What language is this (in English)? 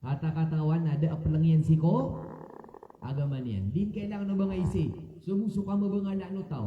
Maranao